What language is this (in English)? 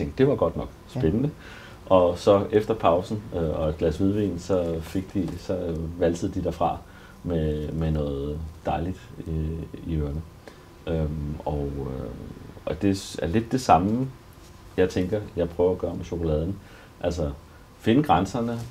Danish